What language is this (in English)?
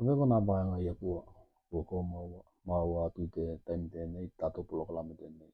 Tokelau